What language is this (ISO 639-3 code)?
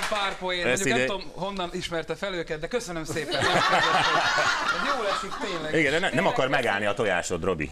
hun